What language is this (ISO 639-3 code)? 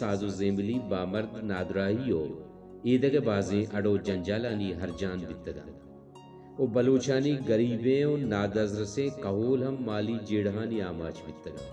bal